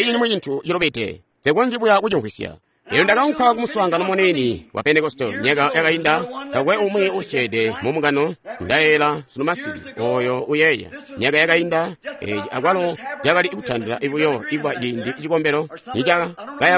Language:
Tonga (Zambia)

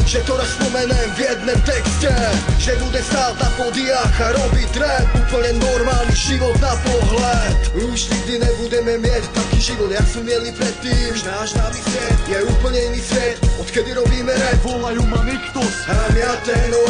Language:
Slovak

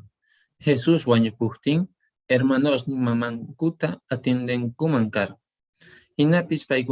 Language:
Quechua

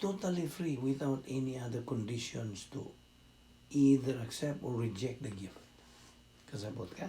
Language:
Cebuano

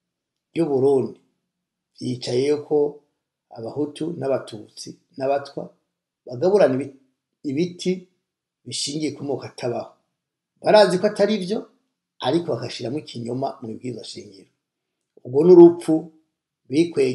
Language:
Rundi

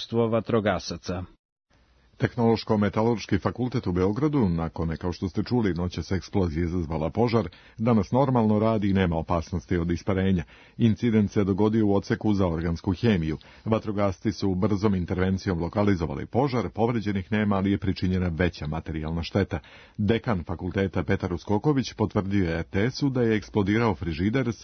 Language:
Serbian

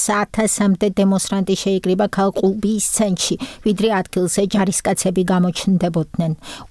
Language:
Georgian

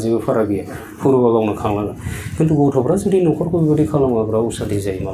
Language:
Bodo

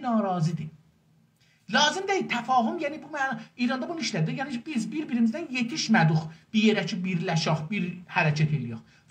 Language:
South Azerbaijani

